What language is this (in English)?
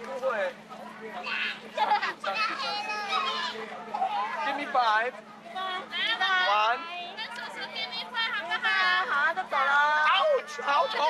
Chinese